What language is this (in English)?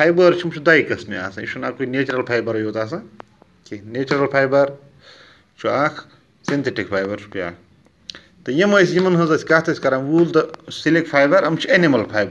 Kashmiri